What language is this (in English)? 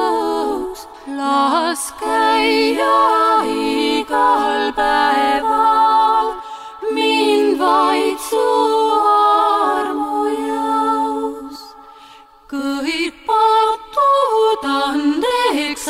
Estonian